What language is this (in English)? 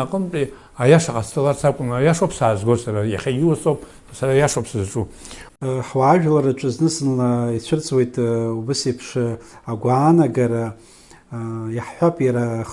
Abkhazian